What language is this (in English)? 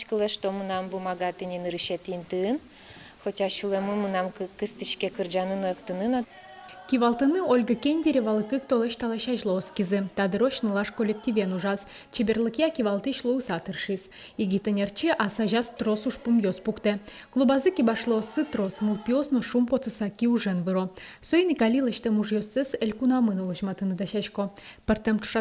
Udmurt